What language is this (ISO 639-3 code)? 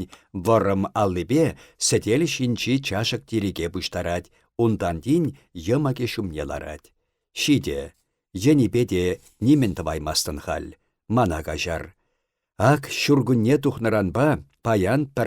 chv